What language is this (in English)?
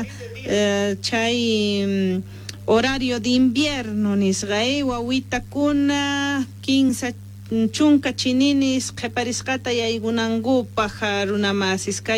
Quechua